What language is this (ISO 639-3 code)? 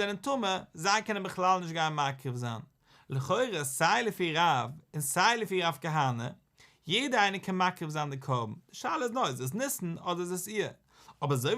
yid